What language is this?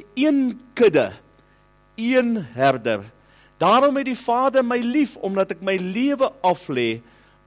Afrikaans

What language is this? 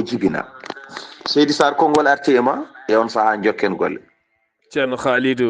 Fula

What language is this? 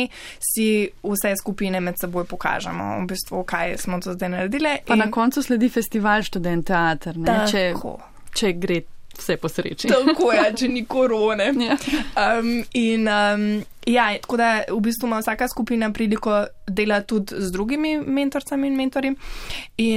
Slovenian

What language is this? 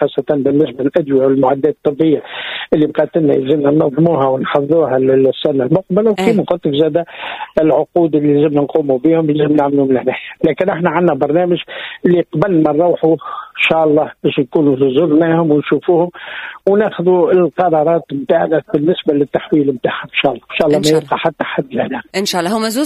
Tunisian Arabic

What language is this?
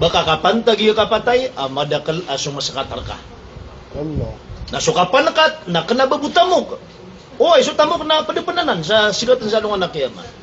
Maranao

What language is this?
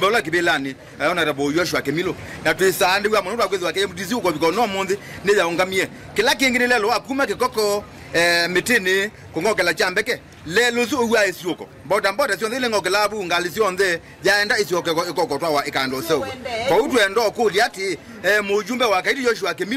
Kamba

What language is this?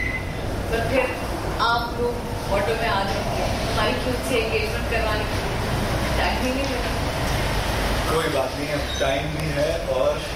Hindi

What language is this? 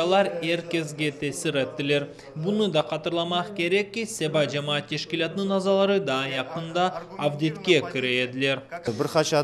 Crimean Tatar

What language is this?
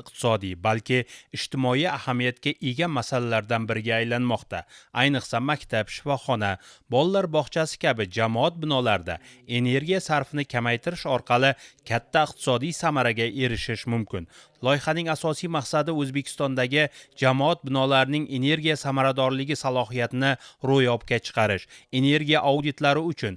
Uzbek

